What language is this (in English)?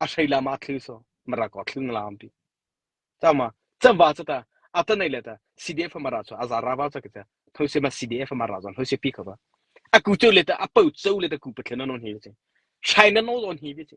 Mara Chin